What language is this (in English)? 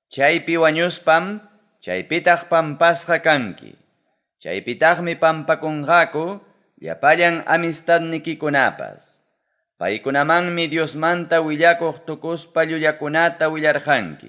Ayacucho Quechua